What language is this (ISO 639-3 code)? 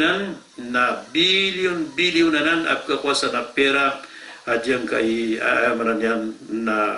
mrw